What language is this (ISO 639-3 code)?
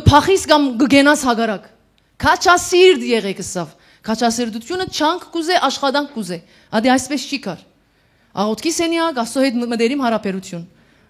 hyw